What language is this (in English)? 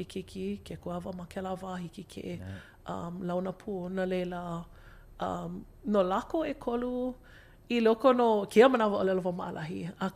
Hawaiian